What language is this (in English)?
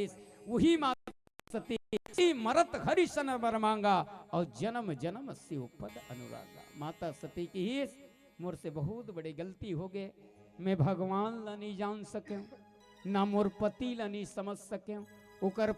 Chhattisgarhi